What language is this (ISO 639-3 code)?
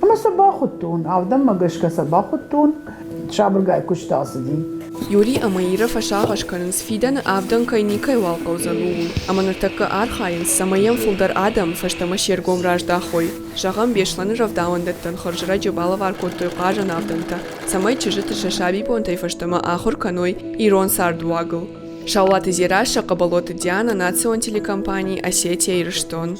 oss